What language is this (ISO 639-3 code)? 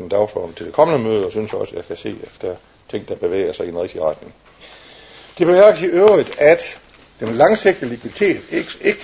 dan